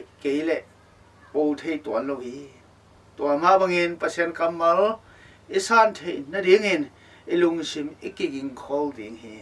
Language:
Tedim Chin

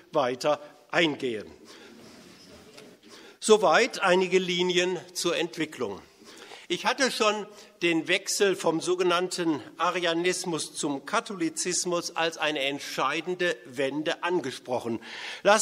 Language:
German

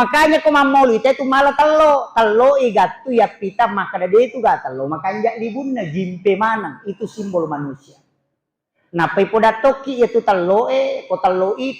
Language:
Buginese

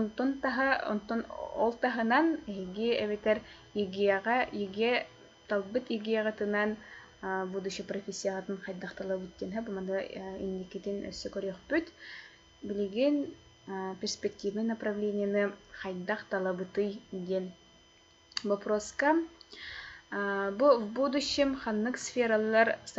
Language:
Yakut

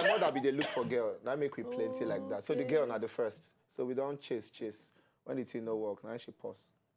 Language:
Nigerian Pidgin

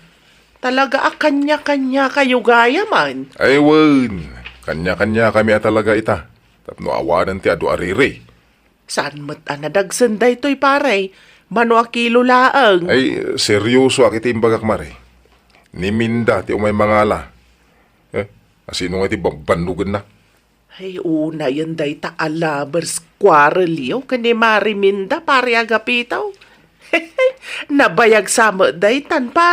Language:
Iloko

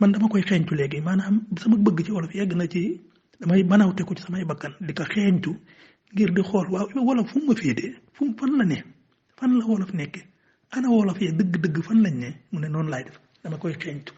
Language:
Wolof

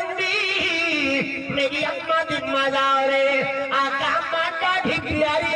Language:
Saraiki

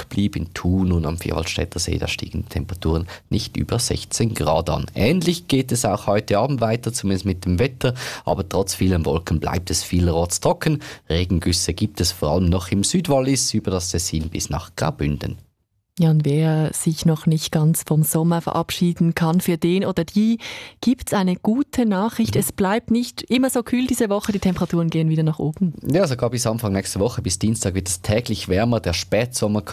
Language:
German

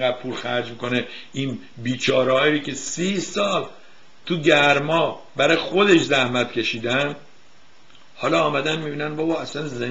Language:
Persian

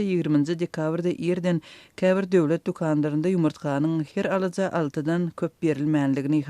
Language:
Turkmen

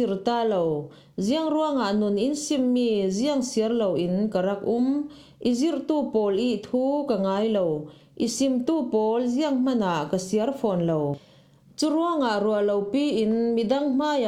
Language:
Falam Chin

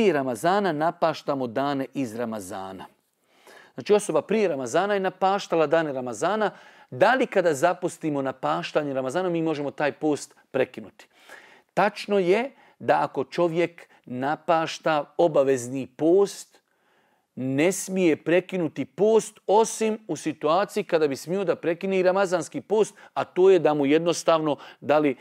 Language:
Bosnian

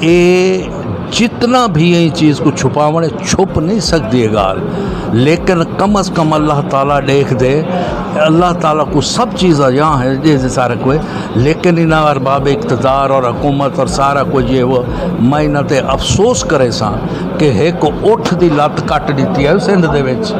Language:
Saraiki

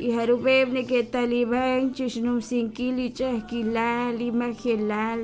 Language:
Kekchí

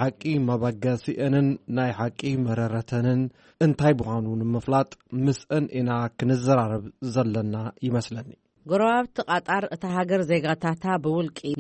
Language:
Tigrinya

